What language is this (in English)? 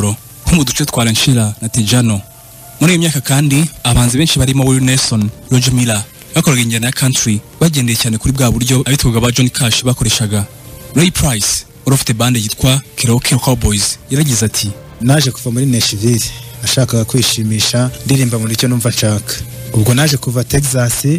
Kinyarwanda